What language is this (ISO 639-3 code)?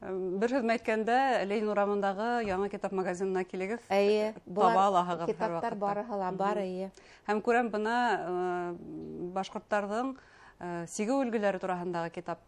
bak